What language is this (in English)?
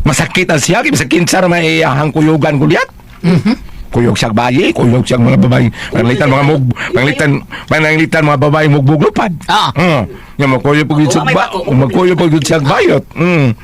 Cebuano